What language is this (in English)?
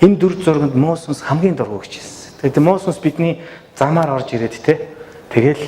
Mongolian